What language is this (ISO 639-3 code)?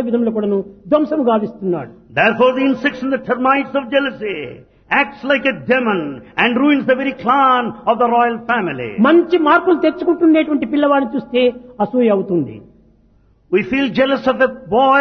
tel